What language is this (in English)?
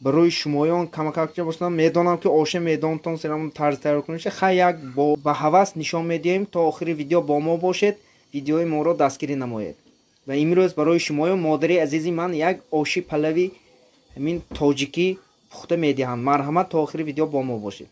Tajik